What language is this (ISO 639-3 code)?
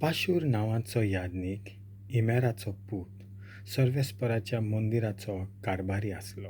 kok